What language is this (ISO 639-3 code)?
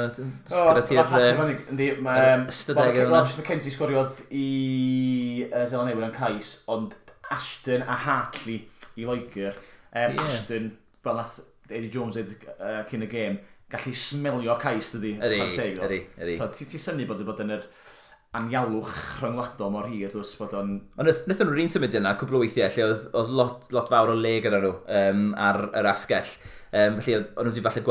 cym